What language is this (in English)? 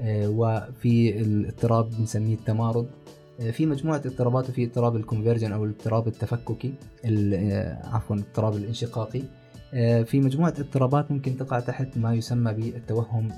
North Levantine Arabic